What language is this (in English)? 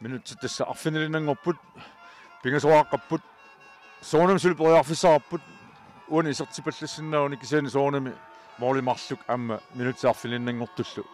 Kalaallisut